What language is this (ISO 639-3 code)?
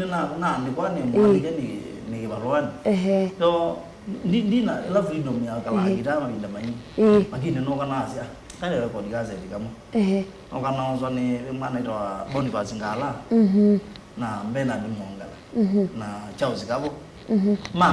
kam